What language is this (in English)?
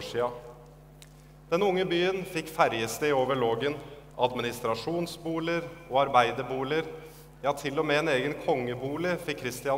Norwegian